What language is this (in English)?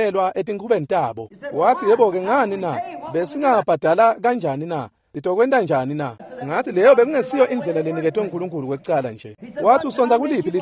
Swati